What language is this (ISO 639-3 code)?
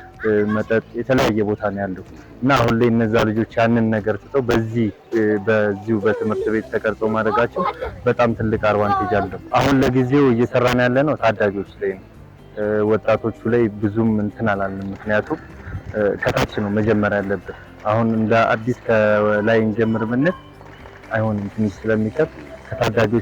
amh